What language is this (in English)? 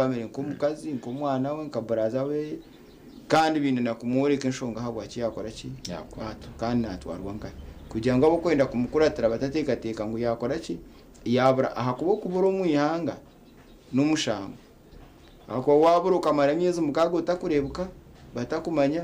Nyankole